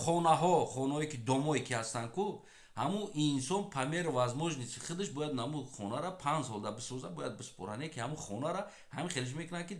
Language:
Tajik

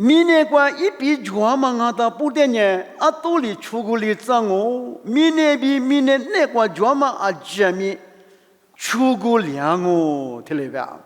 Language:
Lisu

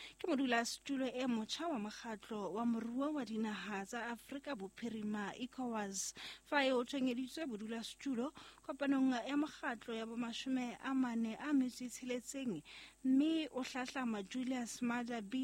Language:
Southern Sotho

